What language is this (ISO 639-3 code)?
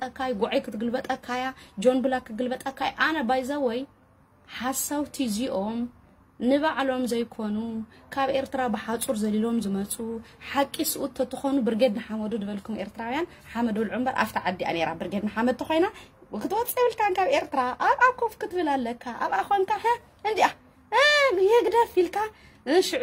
tir